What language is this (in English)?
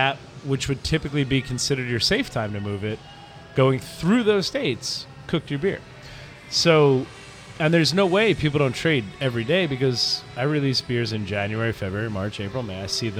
English